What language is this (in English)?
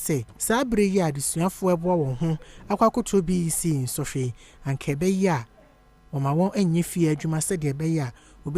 Akan